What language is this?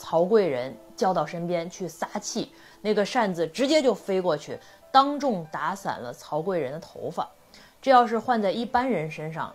Chinese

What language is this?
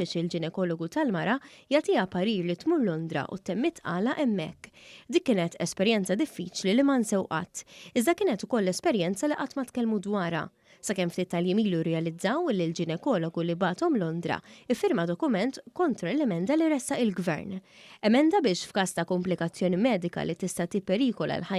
Maltese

